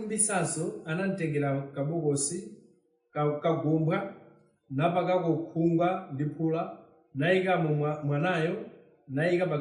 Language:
Nyanja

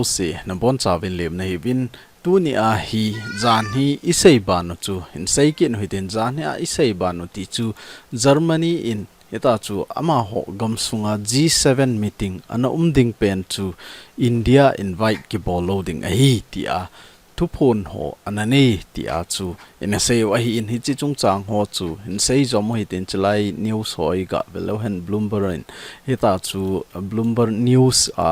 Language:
Thado Chin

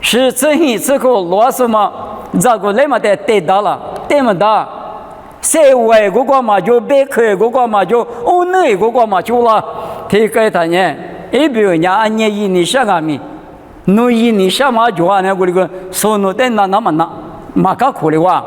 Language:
Lisu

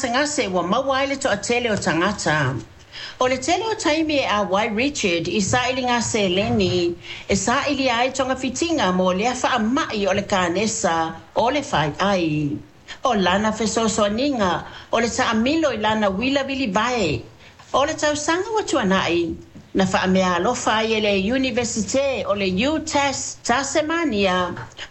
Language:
Samoan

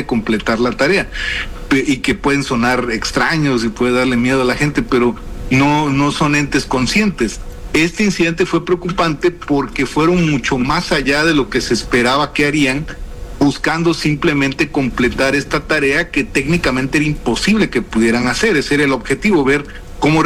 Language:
Spanish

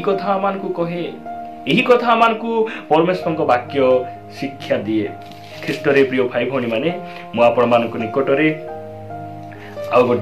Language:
Odia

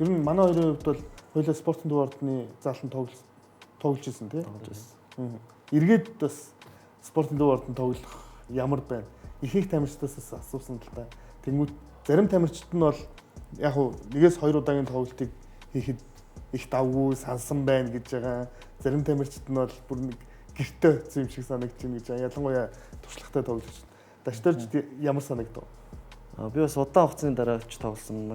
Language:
Mongolian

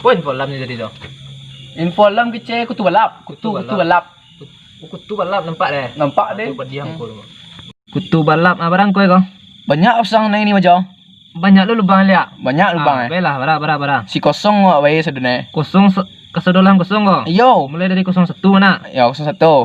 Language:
Minangkabau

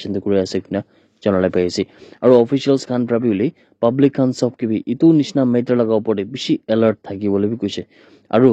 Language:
Naga Pidgin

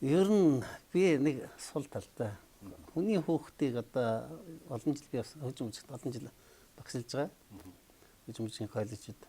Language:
Mongolian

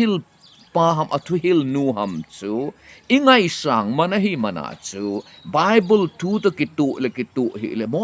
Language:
Thado Chin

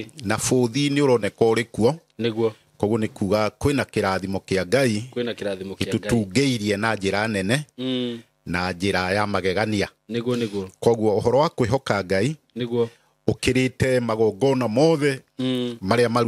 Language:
Kikuyu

